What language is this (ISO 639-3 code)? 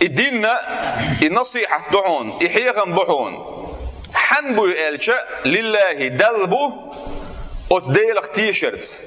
che